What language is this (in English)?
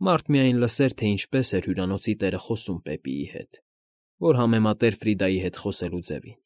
Armenian